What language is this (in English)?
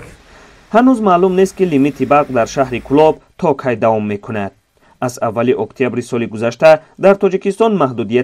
Tajik